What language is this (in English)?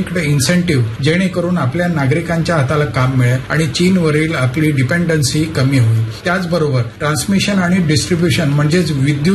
Marathi